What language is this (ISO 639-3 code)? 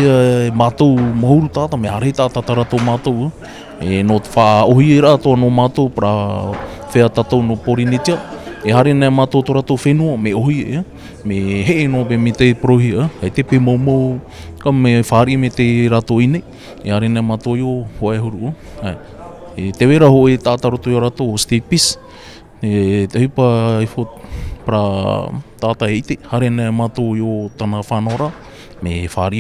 tah